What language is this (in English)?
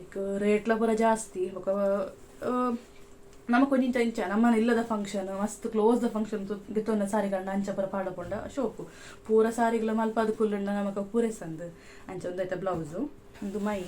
Tulu